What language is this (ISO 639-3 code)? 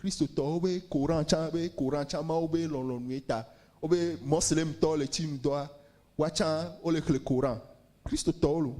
ewe